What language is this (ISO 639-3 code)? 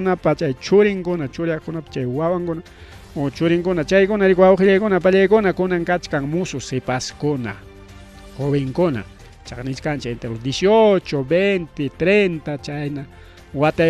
quy